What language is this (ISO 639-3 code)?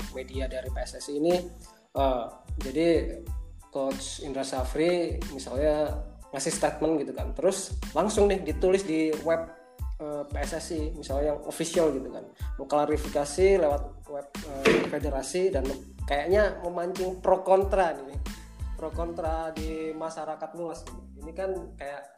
ind